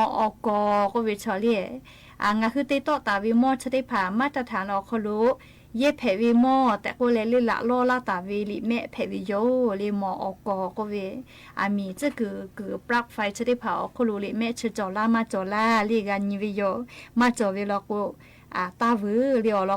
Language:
Lahu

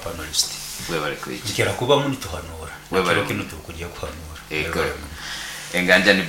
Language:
Nyoro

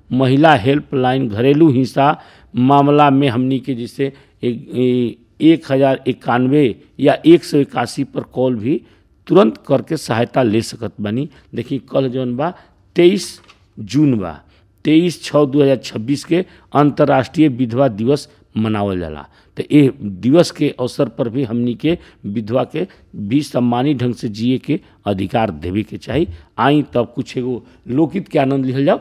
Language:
Bhojpuri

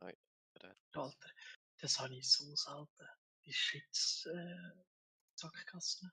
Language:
Swiss German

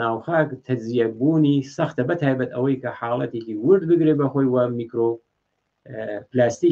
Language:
Central Kurdish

